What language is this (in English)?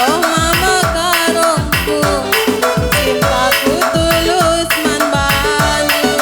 Batak Karo